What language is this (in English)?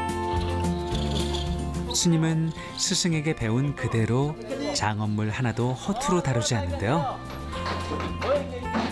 Korean